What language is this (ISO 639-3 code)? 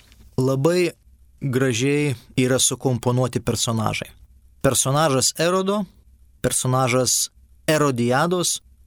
lit